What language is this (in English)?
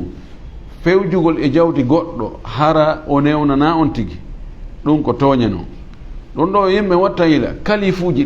Fula